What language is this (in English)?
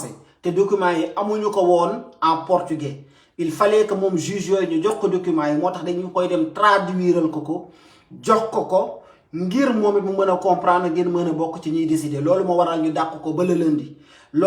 Wolof